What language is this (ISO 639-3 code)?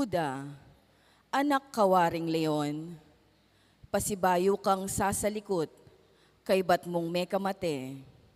pam